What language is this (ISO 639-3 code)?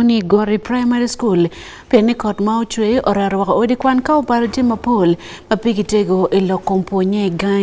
ach